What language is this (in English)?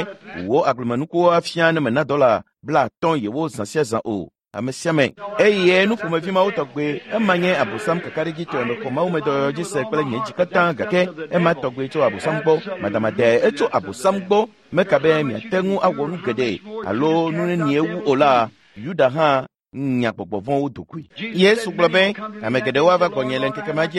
Ewe